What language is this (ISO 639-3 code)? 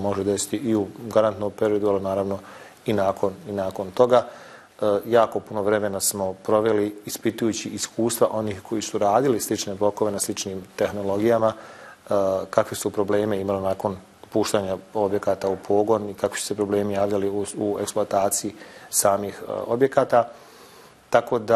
bos